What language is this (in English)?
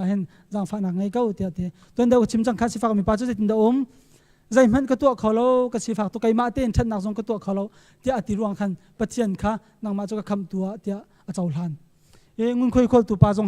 Hakha Chin